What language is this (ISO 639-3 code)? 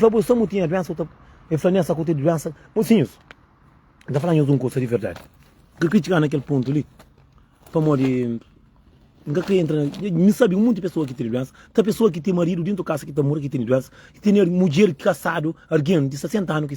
kea